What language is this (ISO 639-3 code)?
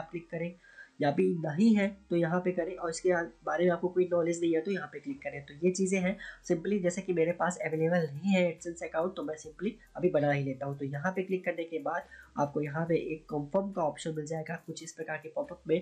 hin